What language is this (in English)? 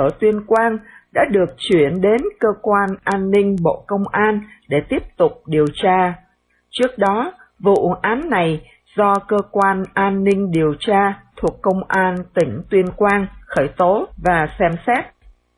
Vietnamese